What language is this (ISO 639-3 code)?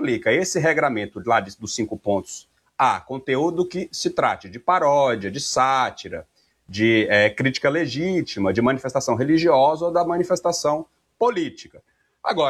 por